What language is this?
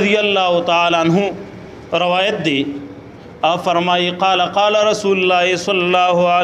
Pashto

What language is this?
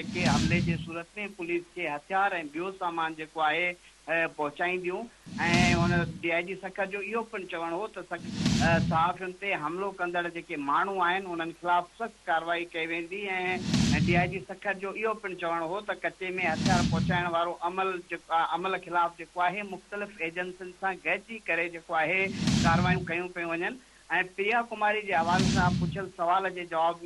Sindhi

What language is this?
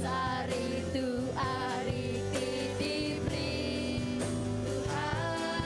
Iban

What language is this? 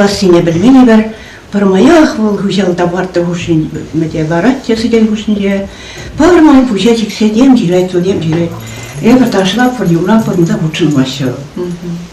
Chuvash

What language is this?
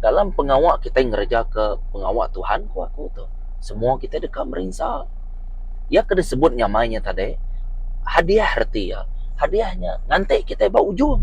Iban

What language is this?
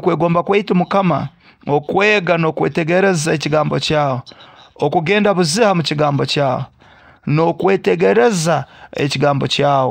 Nyoro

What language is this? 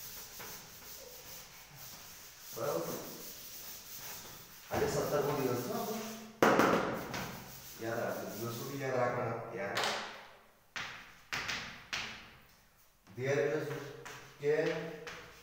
Gujarati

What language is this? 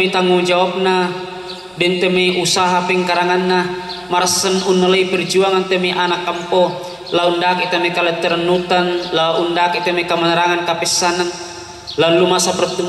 Toraja-Sa'dan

